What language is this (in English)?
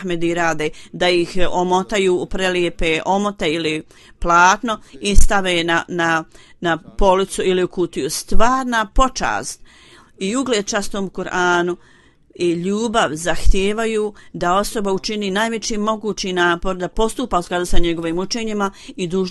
Bosnian